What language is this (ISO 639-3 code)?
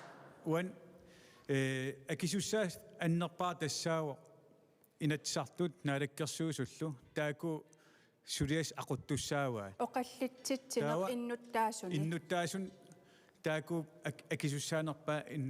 kal